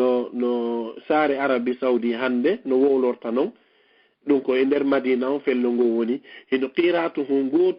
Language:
Fula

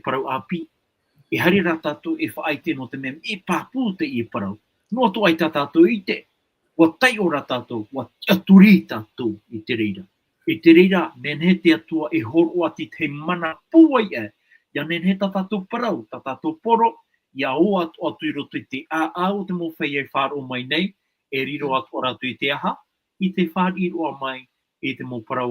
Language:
Tahitian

